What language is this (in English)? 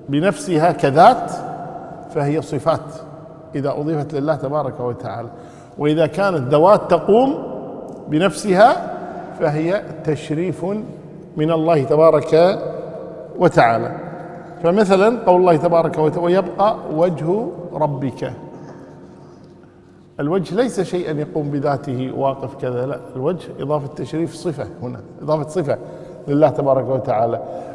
Arabic